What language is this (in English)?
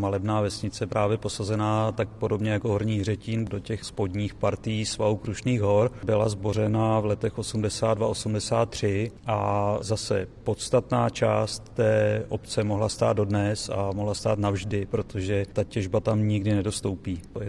Czech